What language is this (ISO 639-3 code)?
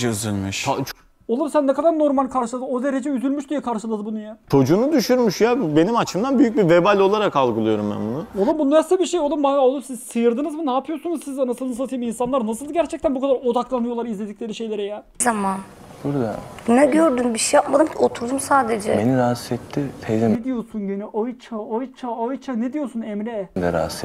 tur